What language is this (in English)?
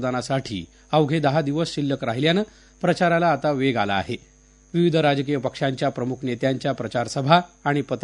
Marathi